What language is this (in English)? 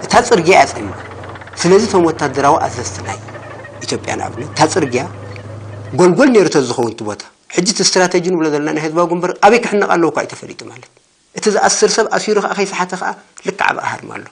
Tigrinya